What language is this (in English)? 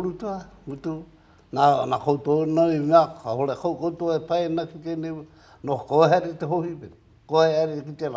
Māori